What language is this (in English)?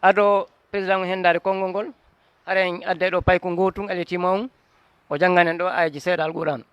Fula